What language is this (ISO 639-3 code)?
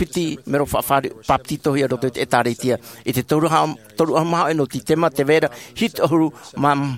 tah